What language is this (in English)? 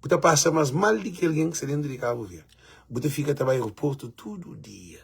Kabuverdianu